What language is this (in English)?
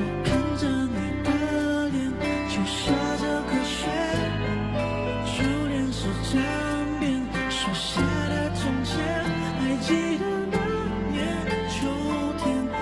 Chinese